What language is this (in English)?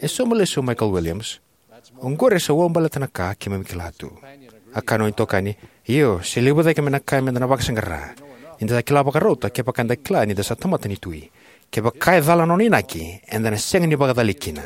Fijian